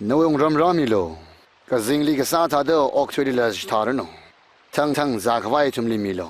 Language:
Tangkhul Naga (India)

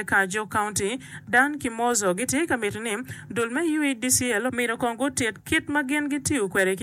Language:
Acoli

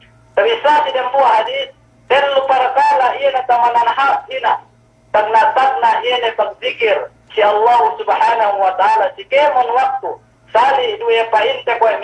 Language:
Yakan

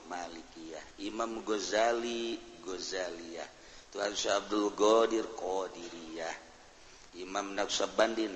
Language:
Sundanese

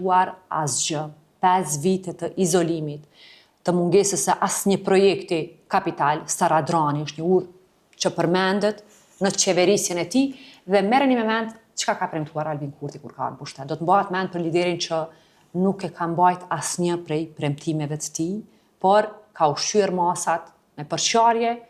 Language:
Albanian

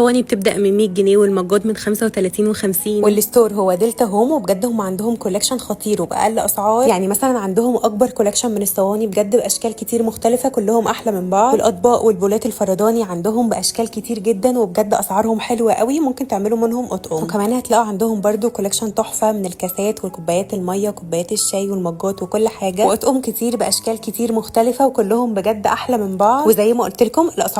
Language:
Egyptian Arabic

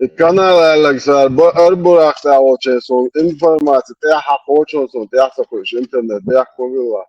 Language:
Chechen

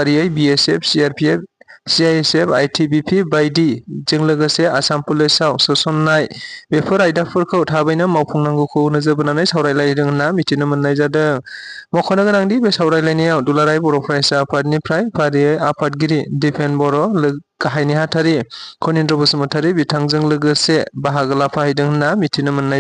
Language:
Bodo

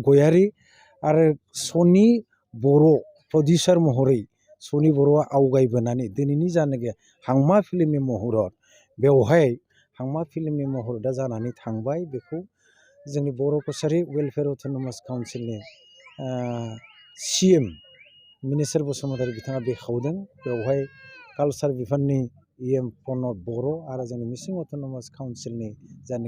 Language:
Bodo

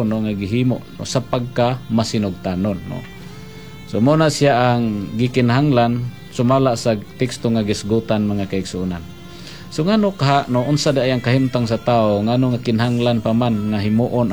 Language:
Cebuano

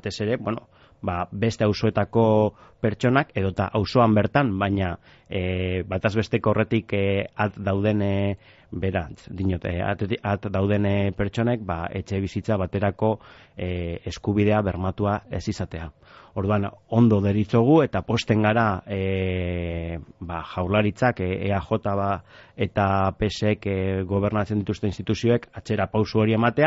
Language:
Basque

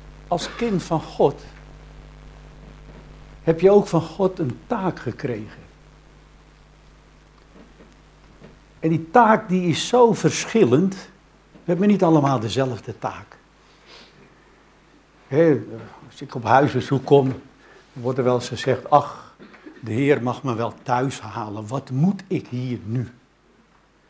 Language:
Dutch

